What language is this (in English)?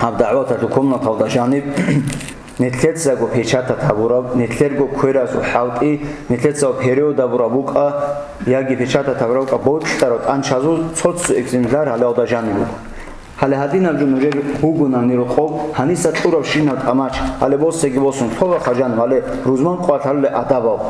Avaric